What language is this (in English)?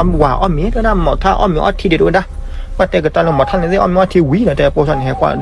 S'gaw Karen